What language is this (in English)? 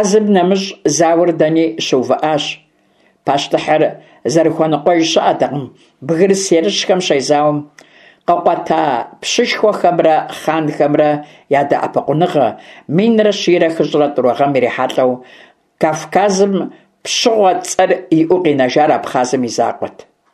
Kabardian